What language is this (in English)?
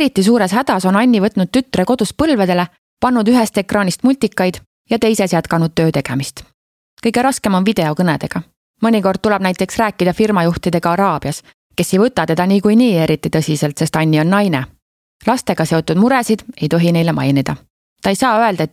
Estonian